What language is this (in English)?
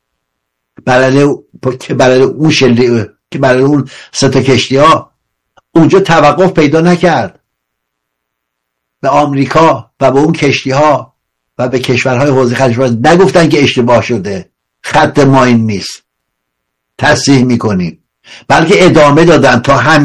Persian